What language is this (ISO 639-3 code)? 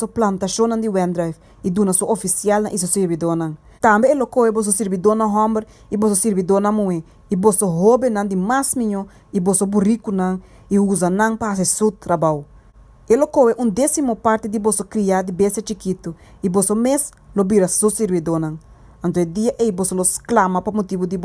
pap